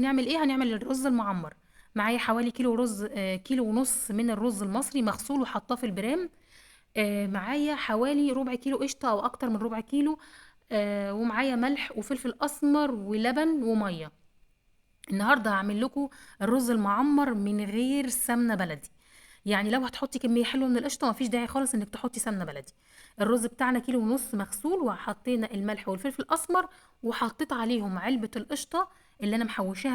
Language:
Egyptian Arabic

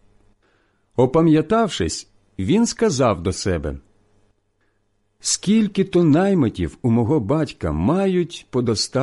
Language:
Ukrainian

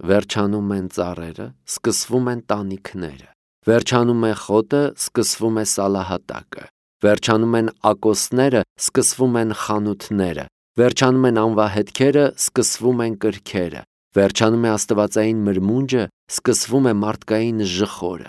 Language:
Armenian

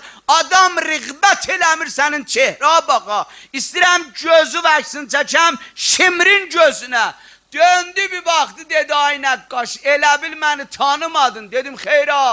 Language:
South Azerbaijani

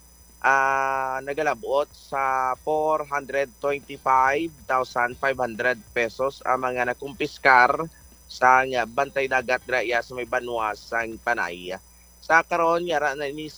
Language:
Hiligaynon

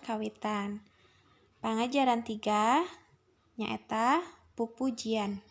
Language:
Sundanese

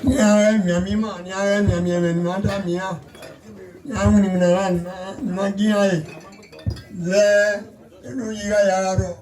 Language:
Bini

